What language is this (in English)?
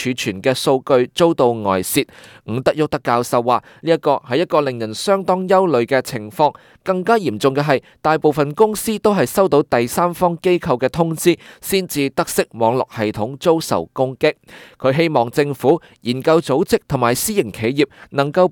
Cantonese